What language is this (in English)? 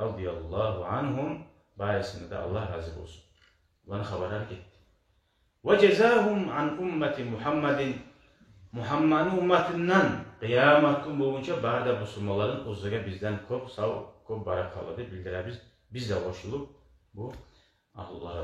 Kumyk